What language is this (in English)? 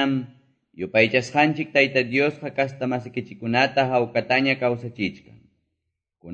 Quechua